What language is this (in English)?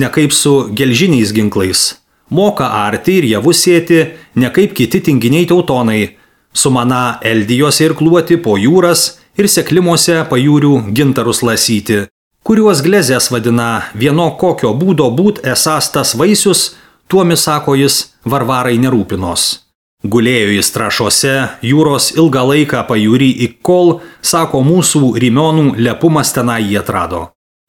Lithuanian